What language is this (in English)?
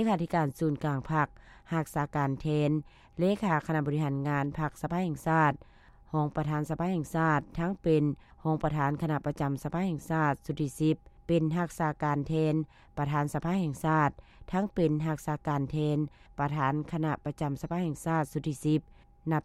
Lao